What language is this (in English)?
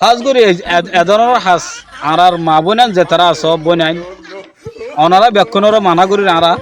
Rohingya